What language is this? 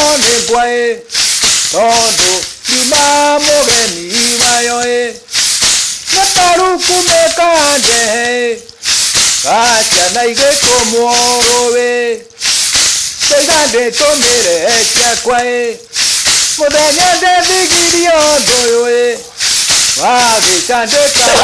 Kikuyu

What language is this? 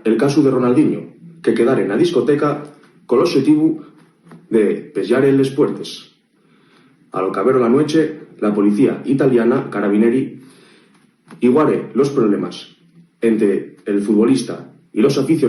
Asturian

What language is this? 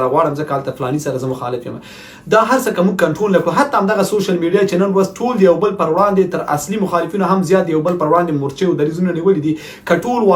Pashto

